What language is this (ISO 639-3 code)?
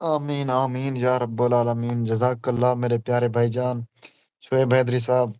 skr